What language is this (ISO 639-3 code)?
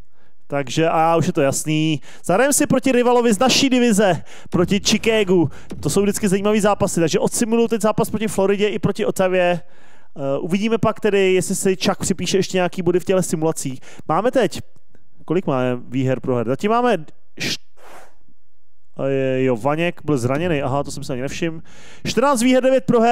ces